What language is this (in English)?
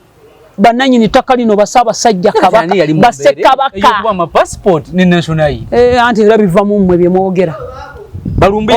Ganda